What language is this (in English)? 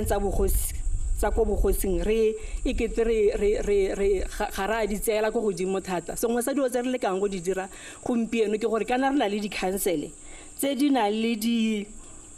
Tswana